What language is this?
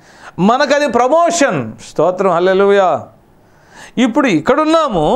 Telugu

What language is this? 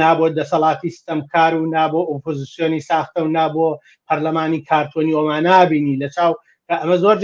Central Kurdish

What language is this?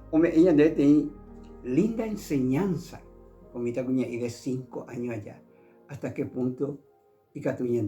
Guarani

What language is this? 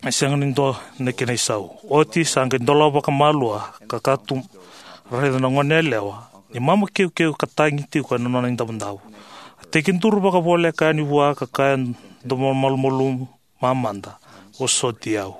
Fijian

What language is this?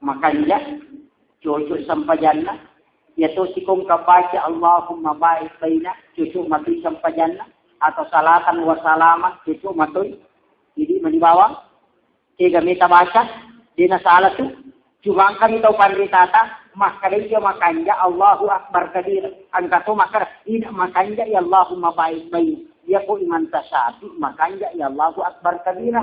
Buginese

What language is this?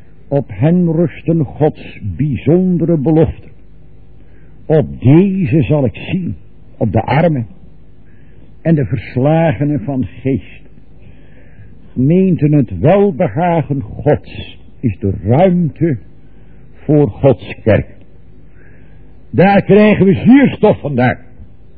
Dutch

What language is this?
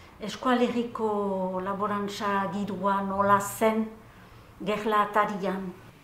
Basque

